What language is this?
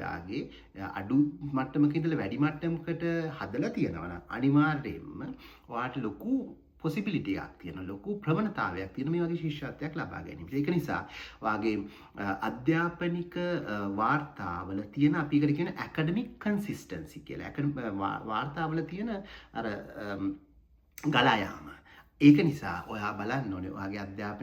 Sinhala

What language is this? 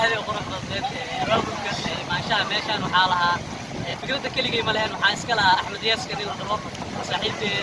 Somali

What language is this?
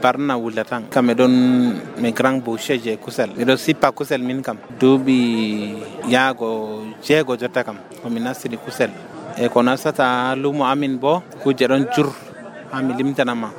Nigerian Fulfulde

